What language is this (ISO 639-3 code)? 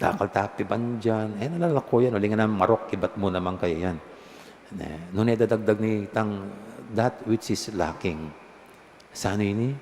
pam